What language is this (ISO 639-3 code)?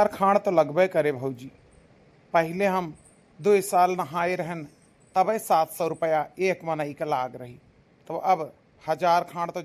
awa